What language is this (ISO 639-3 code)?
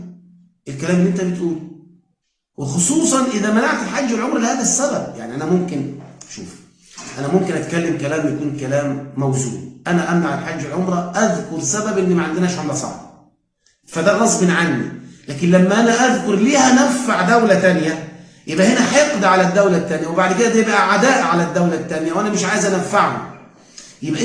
arz